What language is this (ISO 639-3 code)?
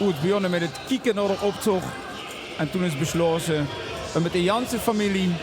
lim